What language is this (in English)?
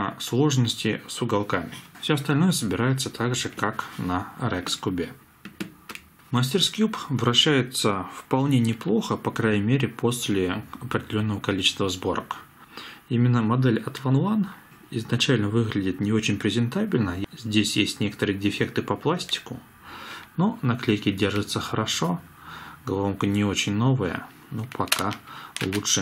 Russian